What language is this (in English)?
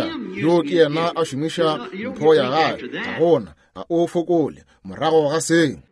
Northern Sotho